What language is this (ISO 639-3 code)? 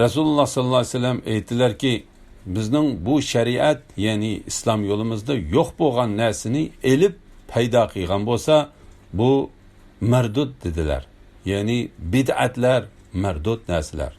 uig